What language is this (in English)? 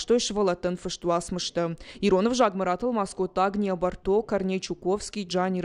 Ossetic